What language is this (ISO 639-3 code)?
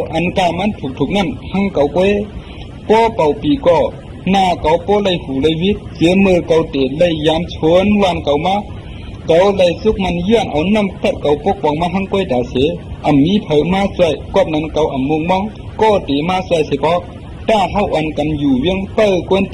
shn